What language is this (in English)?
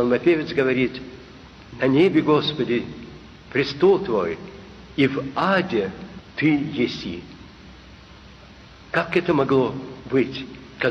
Russian